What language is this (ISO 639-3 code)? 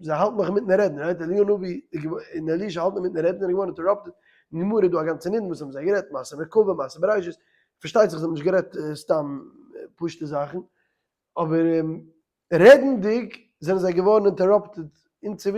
yid